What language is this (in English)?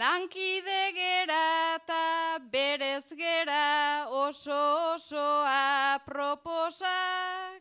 Basque